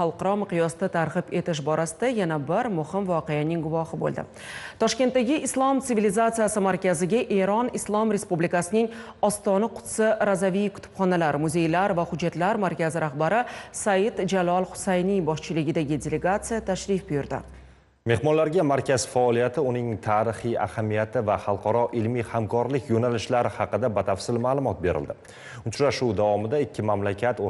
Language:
Uzbek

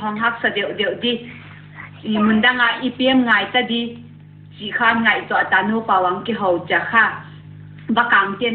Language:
Paite Chin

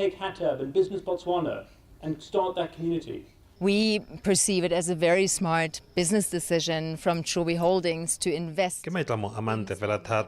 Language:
Tswana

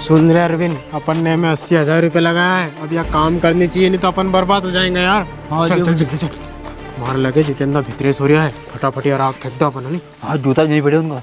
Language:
Rajasthani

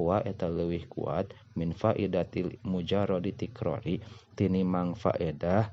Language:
Sundanese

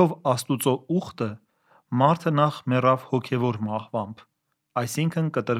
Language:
Armenian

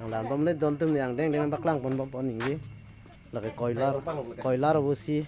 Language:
Karbi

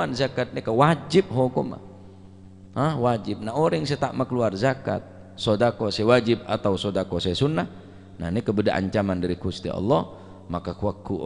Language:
Madurese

